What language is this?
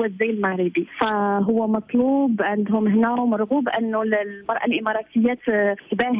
Moroccan Arabic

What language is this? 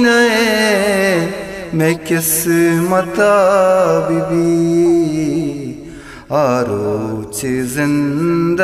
Eastern Balochi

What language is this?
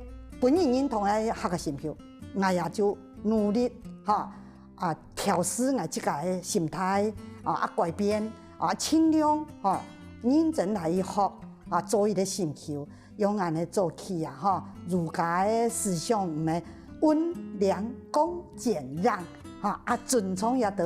Hakka Chinese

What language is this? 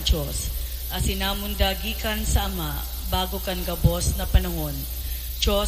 Bikol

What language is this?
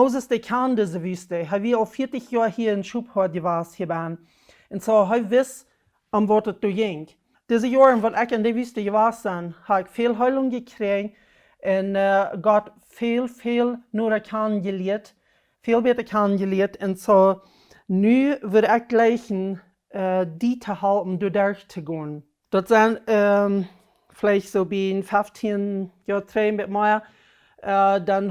Plautdietsch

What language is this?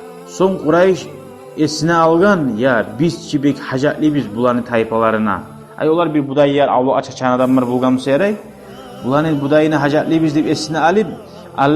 Kumyk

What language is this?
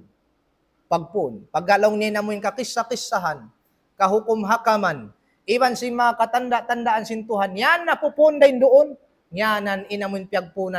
Tausug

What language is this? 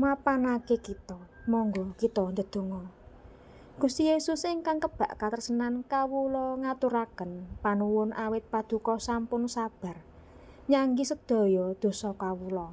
Javanese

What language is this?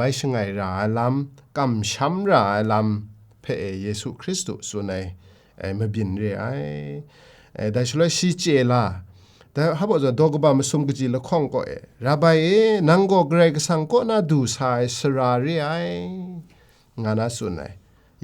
Kachin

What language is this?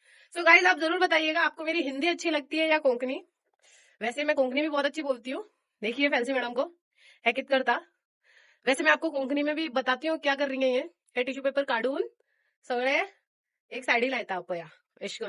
Konkani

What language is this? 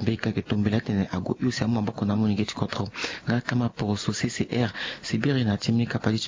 Sango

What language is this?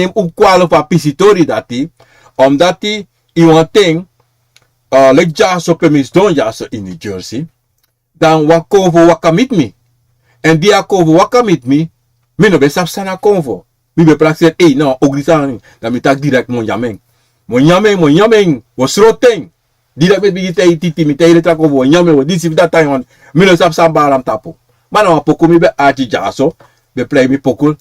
Sranan Tongo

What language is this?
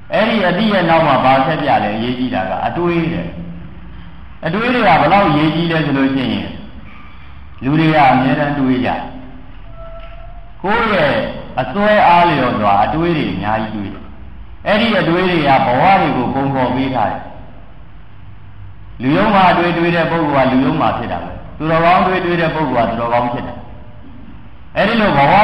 Burmese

